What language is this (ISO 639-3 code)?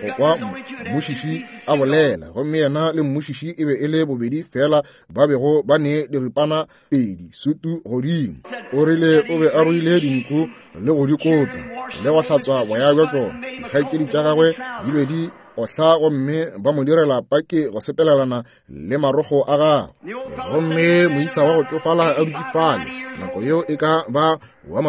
nso